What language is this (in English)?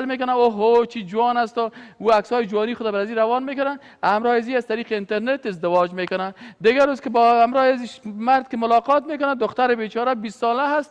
Persian